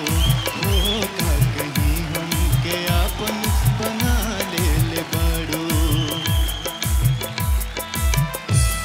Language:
Bhojpuri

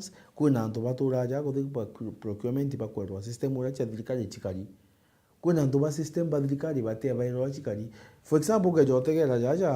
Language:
Meru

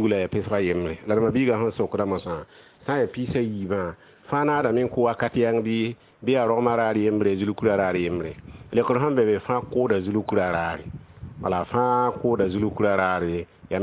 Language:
Mossi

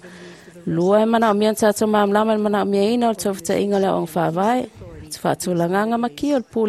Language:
Samoan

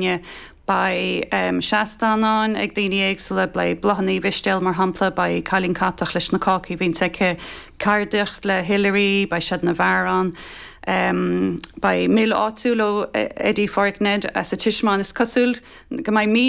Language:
Irish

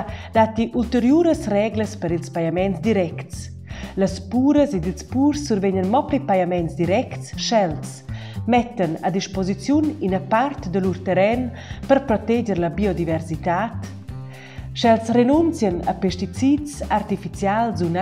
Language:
Romansh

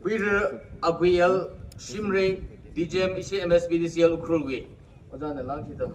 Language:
Tangkhul Naga (India)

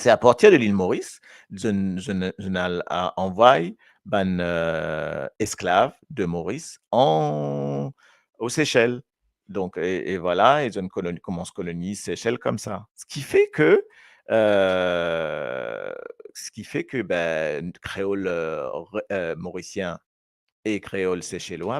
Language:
Morisyen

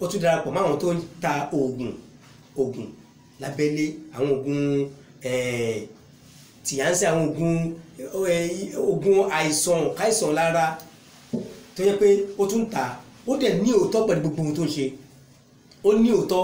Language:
Yoruba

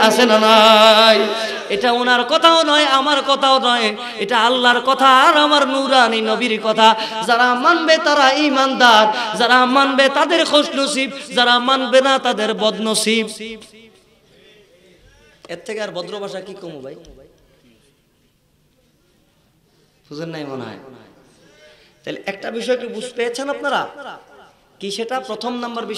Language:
Bangla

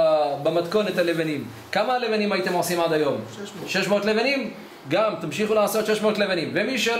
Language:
Hebrew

